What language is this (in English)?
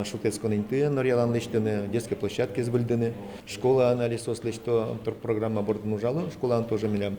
Udmurt